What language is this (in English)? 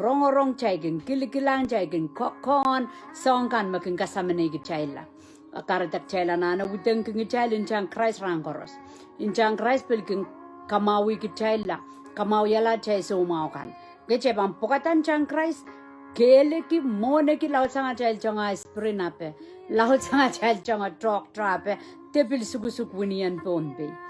Pohnpeian